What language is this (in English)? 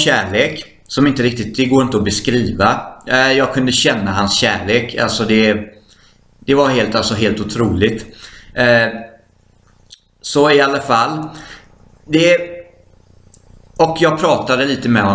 Swedish